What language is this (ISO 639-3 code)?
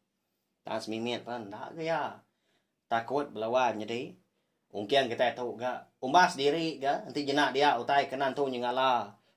iba